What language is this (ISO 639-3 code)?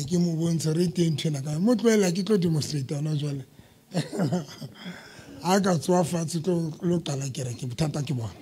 sot